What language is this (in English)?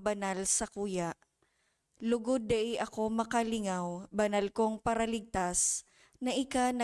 Bikol